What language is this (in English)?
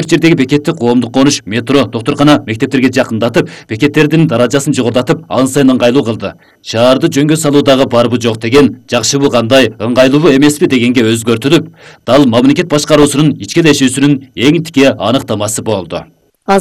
Kyrgyz